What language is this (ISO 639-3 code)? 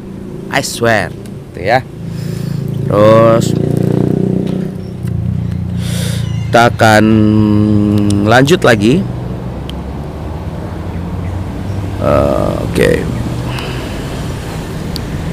ind